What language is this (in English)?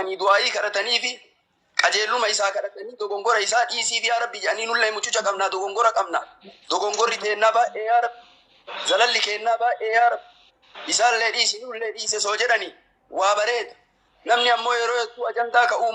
Oromo